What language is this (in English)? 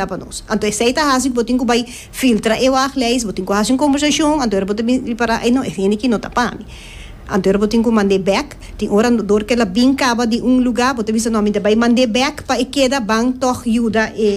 Papiamento